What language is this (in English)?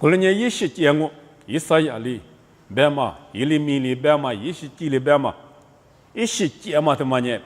Lisu